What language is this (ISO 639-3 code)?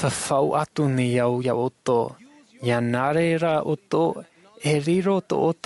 tah